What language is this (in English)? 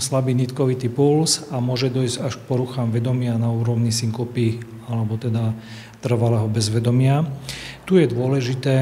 Slovak